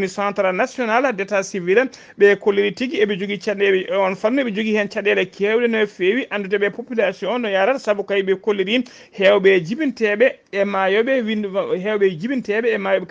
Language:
Fula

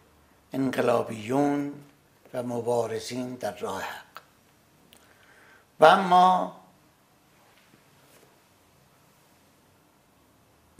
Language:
Persian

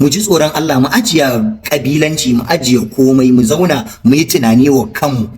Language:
Hausa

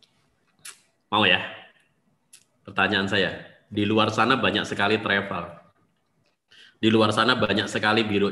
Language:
Indonesian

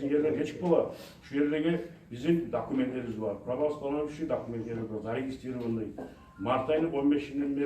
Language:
Kumyk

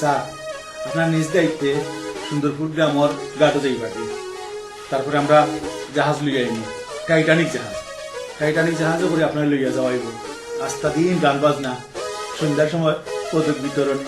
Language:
Sylheti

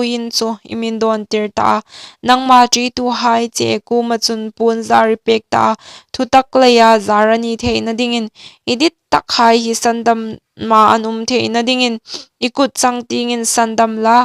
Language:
Hmar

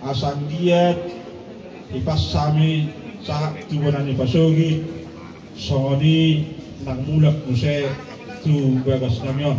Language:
Batak Toba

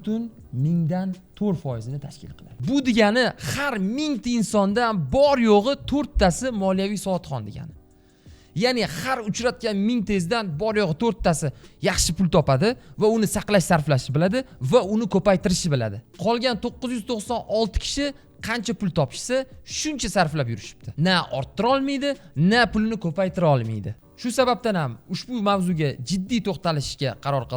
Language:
Uzbek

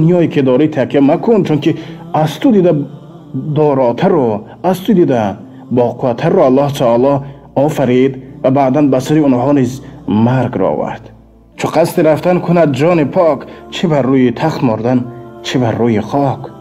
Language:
Tajik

